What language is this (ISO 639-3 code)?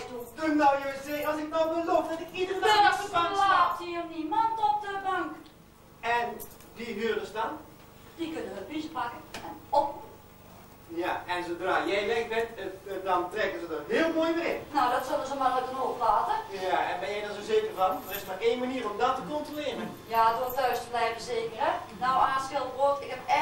nld